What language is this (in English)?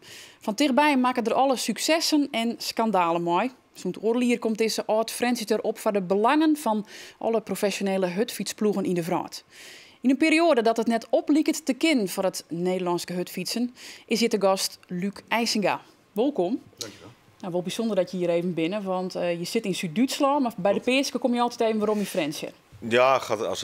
Western Frisian